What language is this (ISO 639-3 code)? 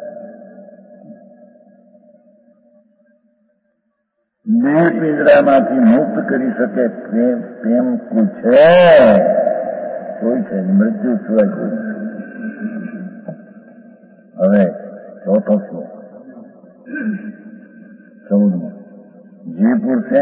guj